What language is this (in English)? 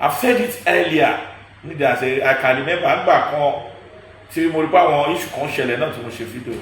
Yoruba